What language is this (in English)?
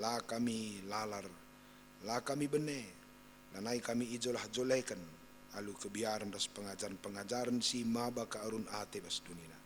Batak Karo